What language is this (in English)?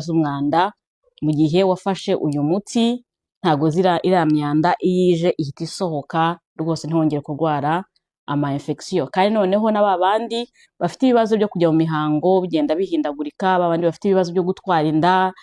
Kinyarwanda